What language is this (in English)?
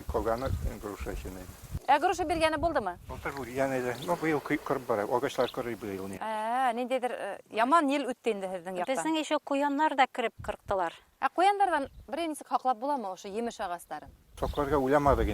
Bashkir